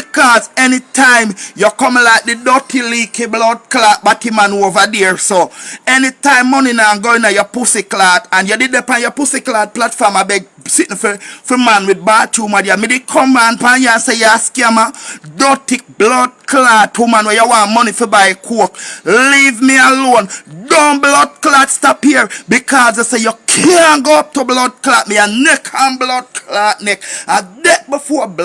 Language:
Jamaican Creole English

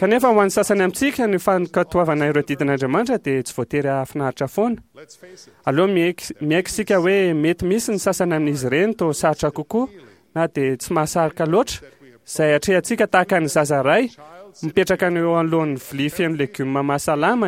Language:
Malagasy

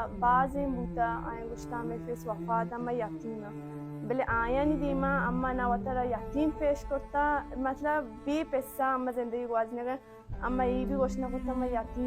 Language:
Baluchi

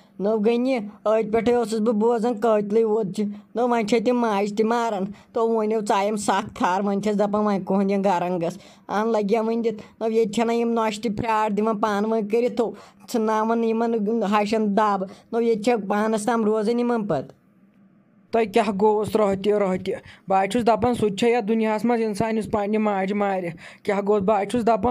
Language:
Kashmiri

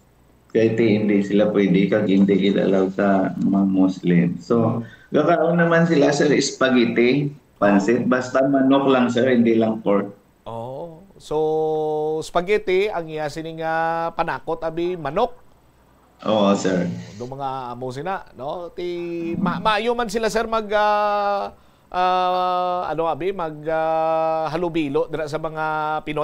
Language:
Hiligaynon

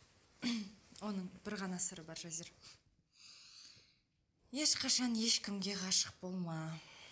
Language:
Kazakh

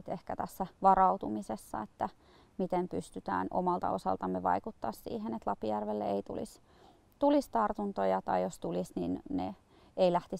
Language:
Finnish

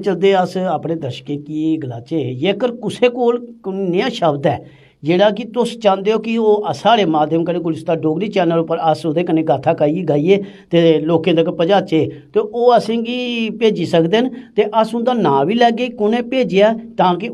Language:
Dogri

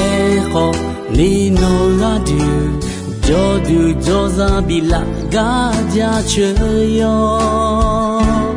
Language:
Akha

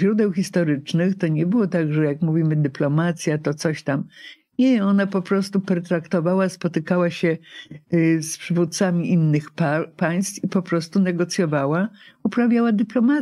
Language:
Polish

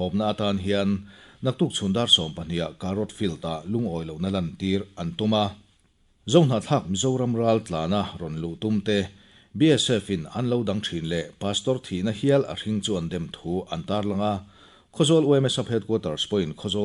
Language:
Mizo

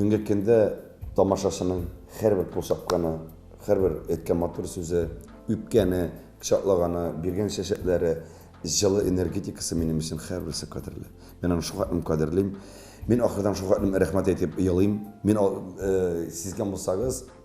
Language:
Tatar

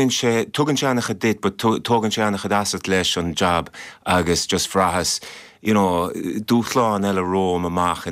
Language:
Irish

